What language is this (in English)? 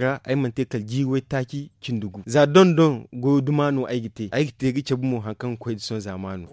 Zarma